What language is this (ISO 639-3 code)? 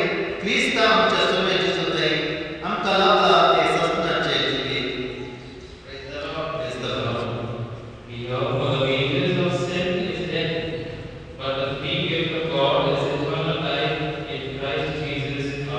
kok